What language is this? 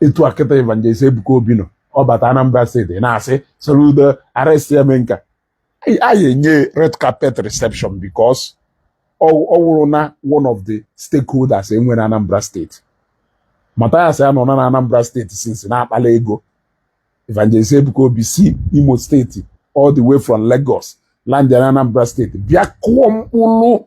Igbo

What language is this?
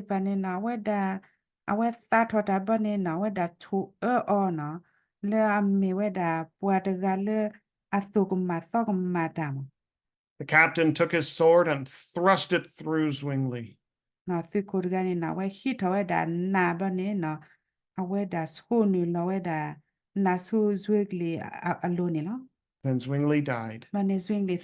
S'gaw Karen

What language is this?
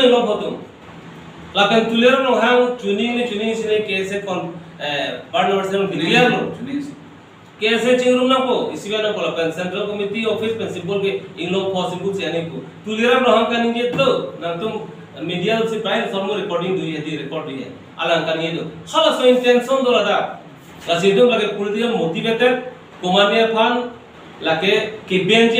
Karbi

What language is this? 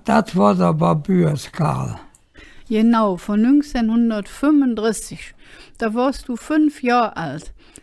Colognian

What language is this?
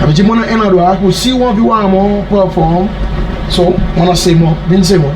Seselwa Creole French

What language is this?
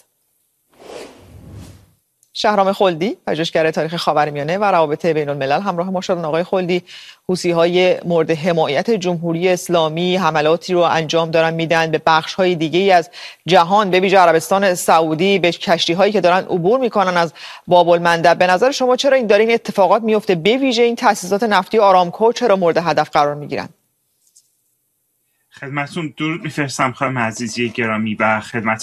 Persian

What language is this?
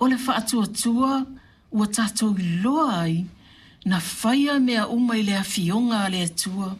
Samoan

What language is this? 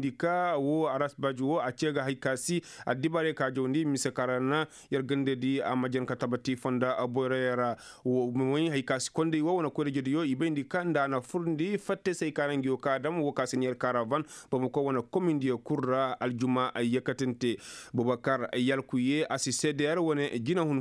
Koyraboro Senni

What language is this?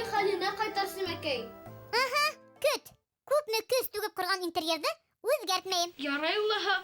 Bashkir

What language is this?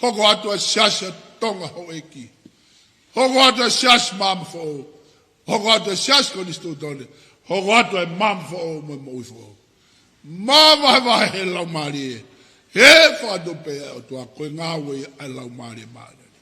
Tongan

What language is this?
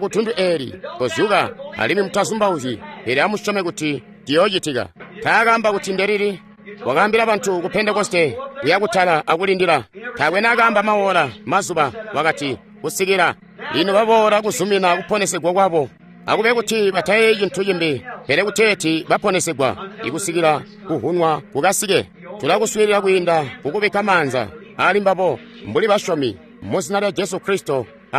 Tonga (Zambia)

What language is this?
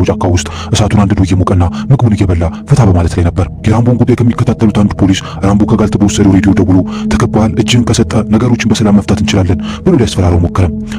Amharic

